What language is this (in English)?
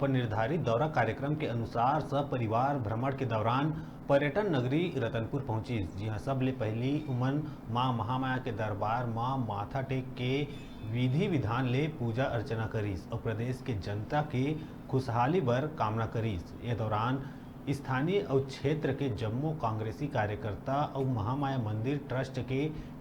Chhattisgarhi